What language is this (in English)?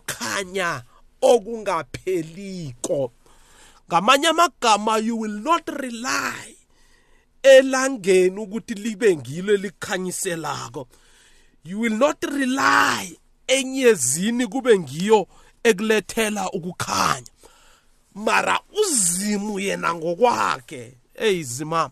South Ndebele